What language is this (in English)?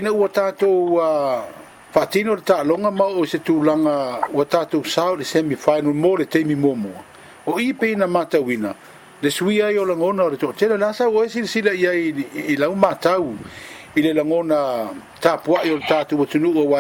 Samoan